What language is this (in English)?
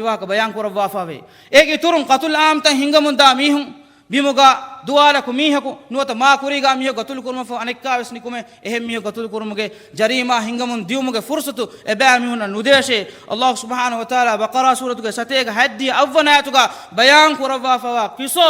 Divehi